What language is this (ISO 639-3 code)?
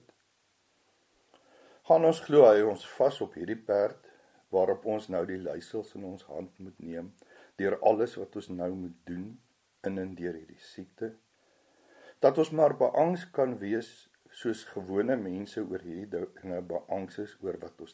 afr